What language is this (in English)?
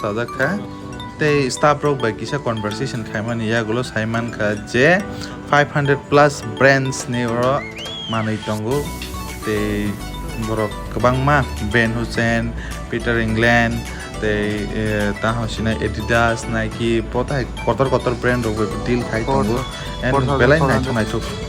Kok Borok